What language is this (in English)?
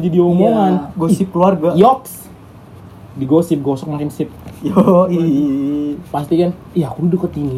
Indonesian